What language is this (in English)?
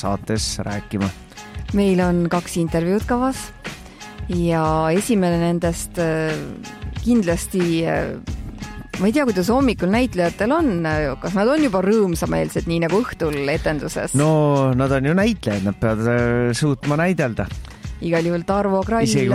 Estonian